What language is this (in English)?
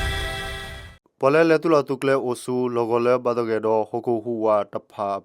S'gaw Karen